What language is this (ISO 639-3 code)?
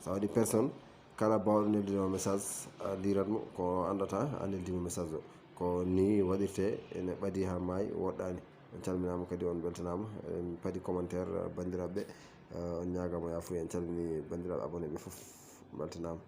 ful